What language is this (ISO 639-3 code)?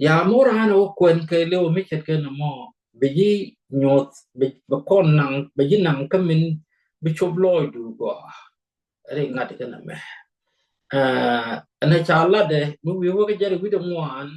nus